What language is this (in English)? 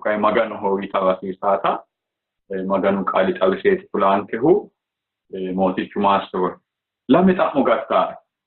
Sidamo